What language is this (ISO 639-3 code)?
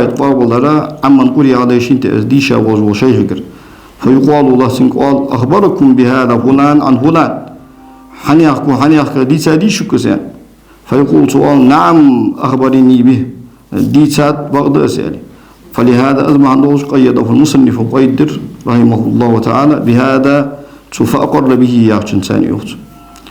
inh